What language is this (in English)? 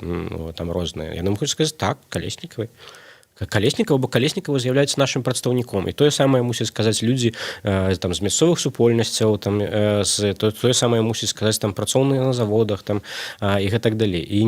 Belarusian